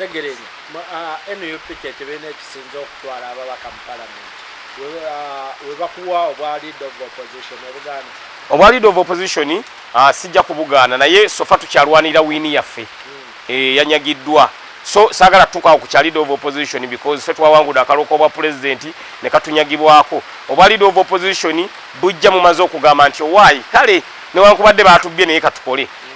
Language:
Ganda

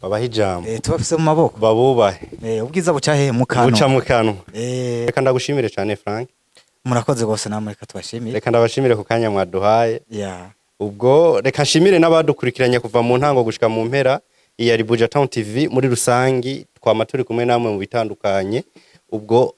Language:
Rundi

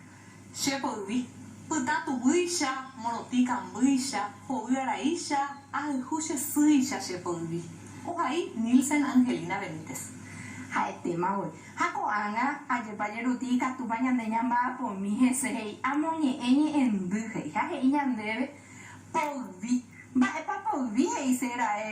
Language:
Guarani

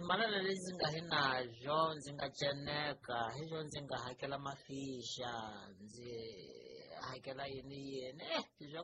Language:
Tsonga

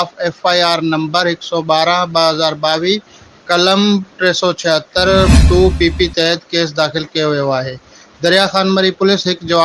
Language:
Sindhi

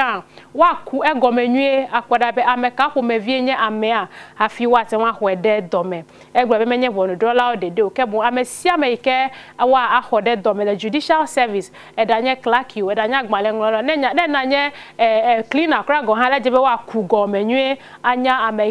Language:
Ewe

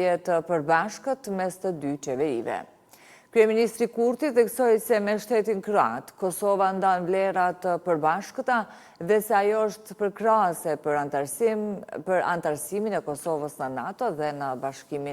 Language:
Albanian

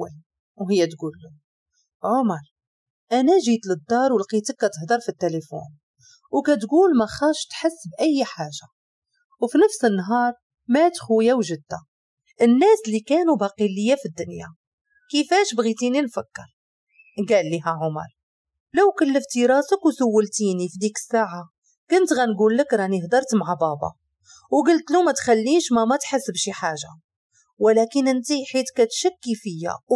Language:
Moroccan Arabic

